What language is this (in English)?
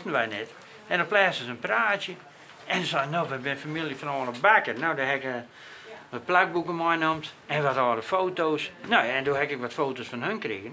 Western Frisian